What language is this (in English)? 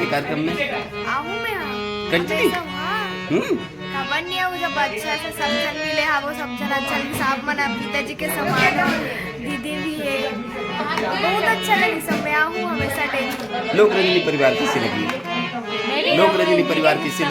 Chhattisgarhi